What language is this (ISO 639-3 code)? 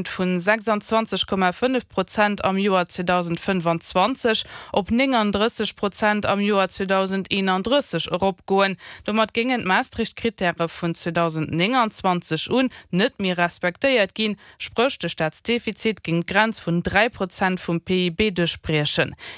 ltz